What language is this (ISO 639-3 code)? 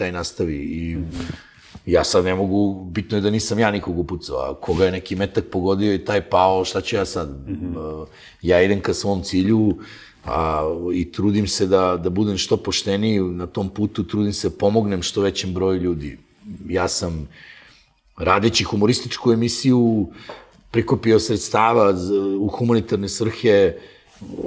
srp